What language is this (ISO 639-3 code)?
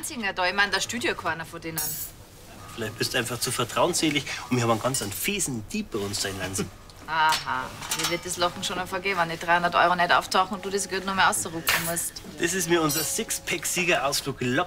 bar